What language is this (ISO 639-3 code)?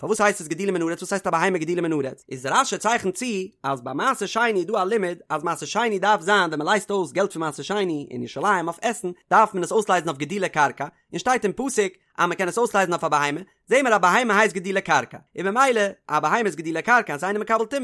yid